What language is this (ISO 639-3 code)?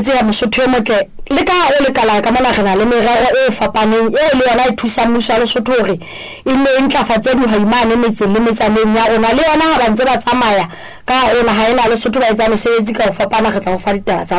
sot